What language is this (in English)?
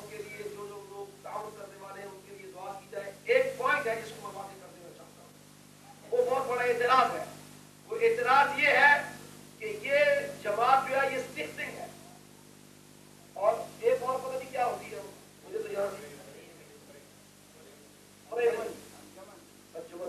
Urdu